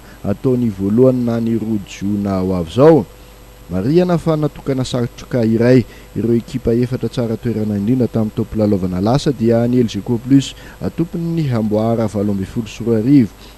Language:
Malagasy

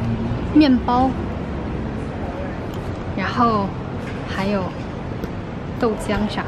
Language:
Chinese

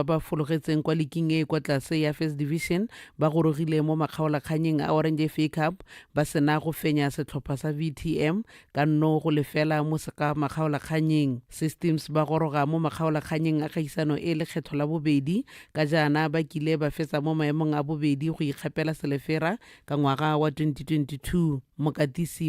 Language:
Tswana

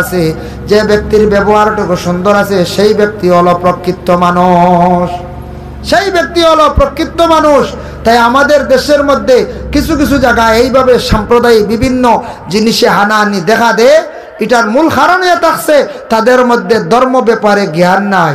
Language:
Sylheti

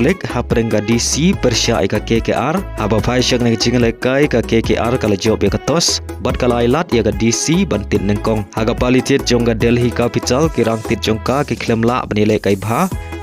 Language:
Khasi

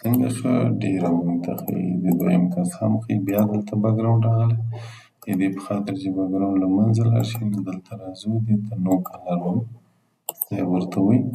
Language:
Pashto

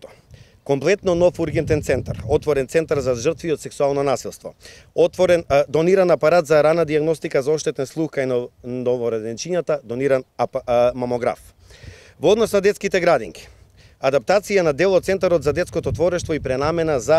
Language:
Macedonian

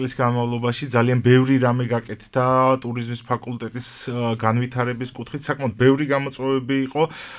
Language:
Georgian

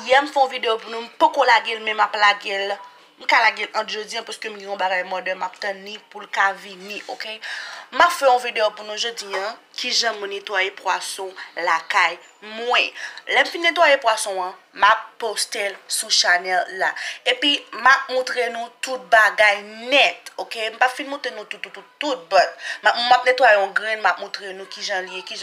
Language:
Haitian Creole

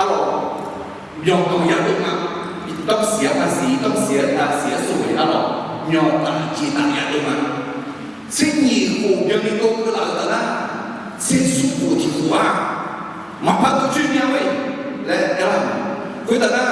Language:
Akha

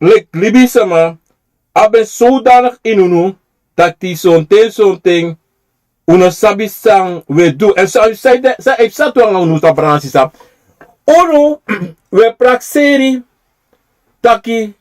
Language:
Sranan Tongo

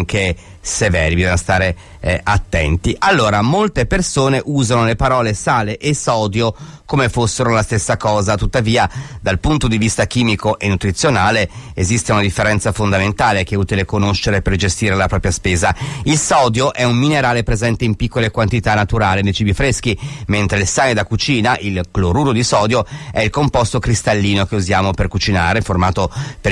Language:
Italian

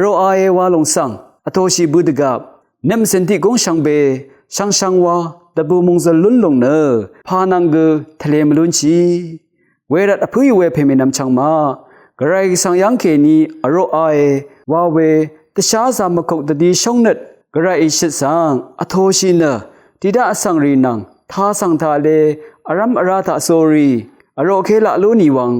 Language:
Rawang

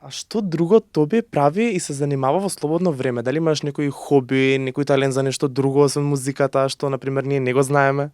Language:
Macedonian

